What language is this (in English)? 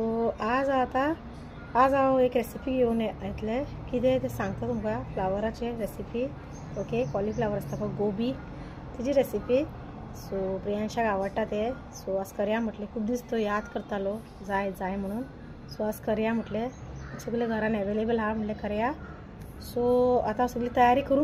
Konkani